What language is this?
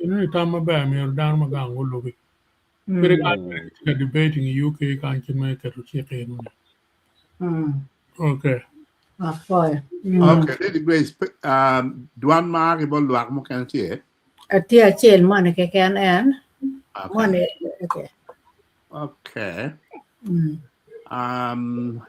Acoli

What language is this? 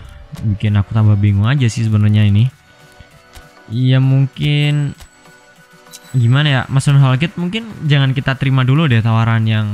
Indonesian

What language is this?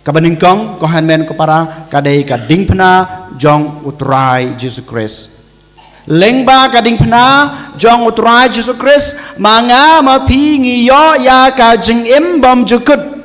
Khasi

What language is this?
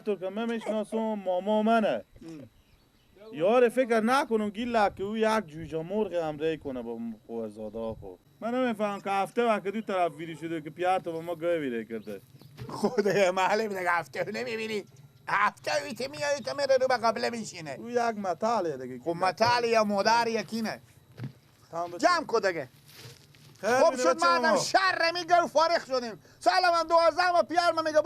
Persian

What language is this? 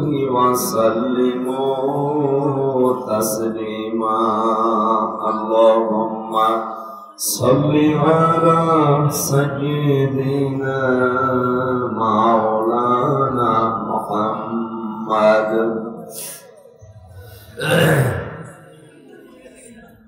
Bangla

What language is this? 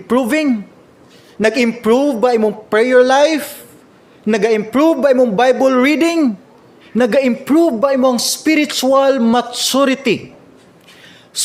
Cebuano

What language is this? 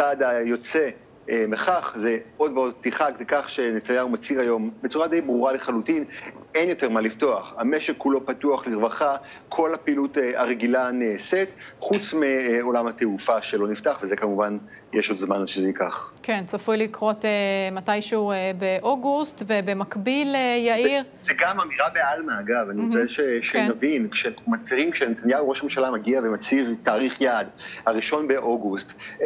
Hebrew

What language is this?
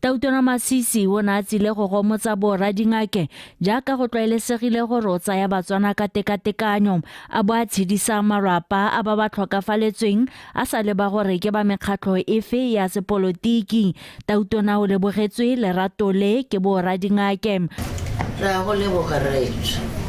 Tswana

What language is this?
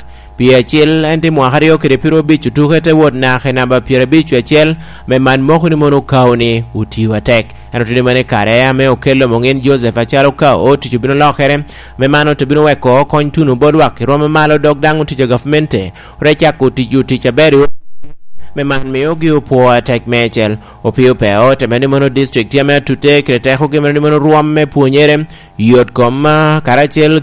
Lango (Uganda)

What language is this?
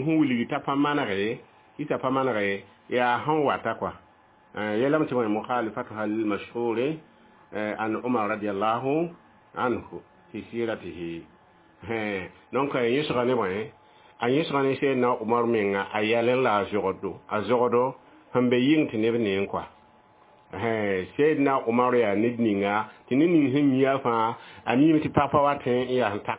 Mossi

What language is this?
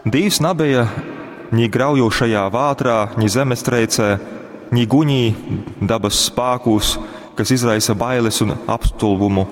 Latgalian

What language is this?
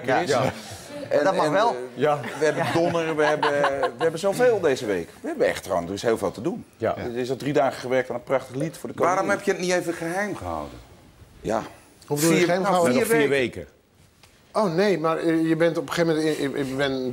Dutch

